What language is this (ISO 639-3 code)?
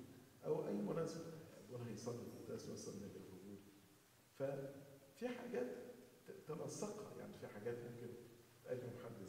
arz